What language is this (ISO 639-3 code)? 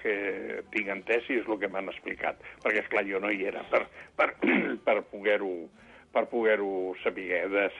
cat